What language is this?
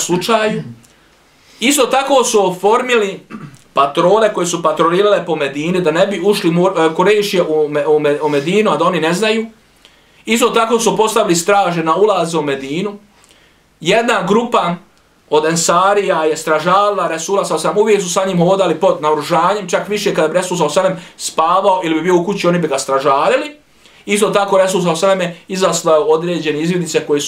Bosnian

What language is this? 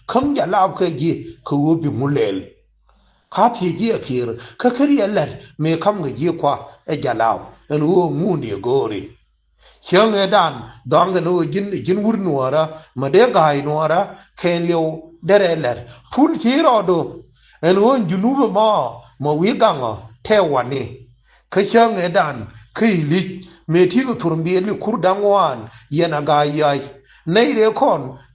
Nuer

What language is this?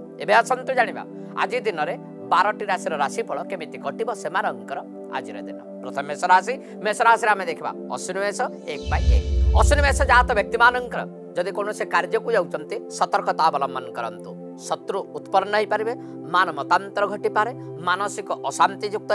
Odia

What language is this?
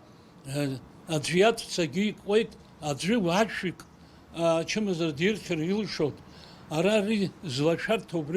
Abkhazian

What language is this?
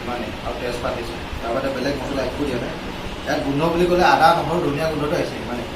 Assamese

